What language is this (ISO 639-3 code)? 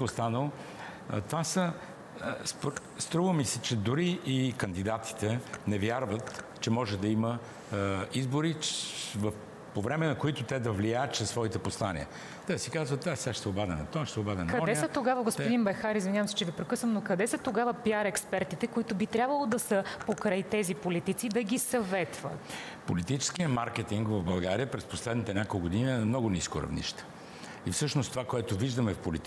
bul